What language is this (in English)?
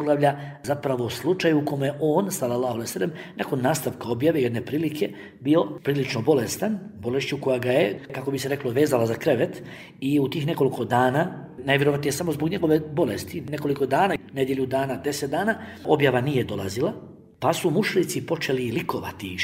Bosnian